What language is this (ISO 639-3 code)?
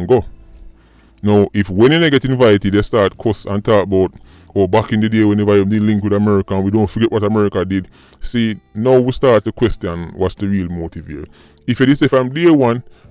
jam